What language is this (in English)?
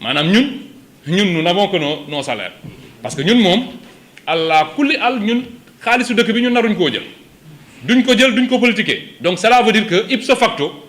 Wolof